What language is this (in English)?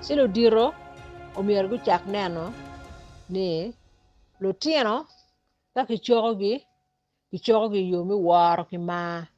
Acoli